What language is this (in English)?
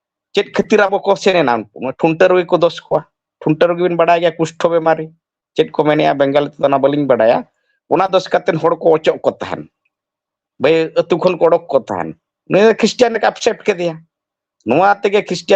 Santali